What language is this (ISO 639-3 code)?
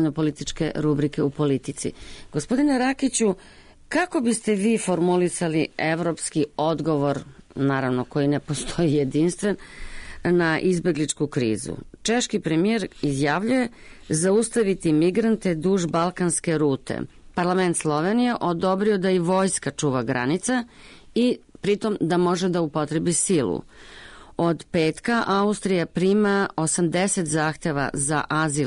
srp